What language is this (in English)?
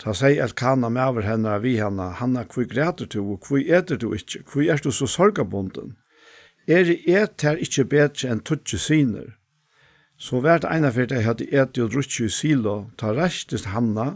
Faroese